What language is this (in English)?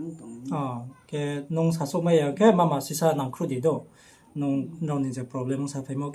Riang (India)